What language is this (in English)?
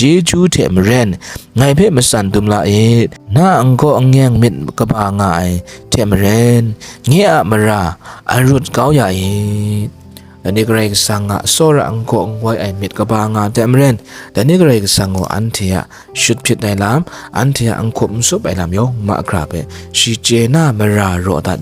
Kachin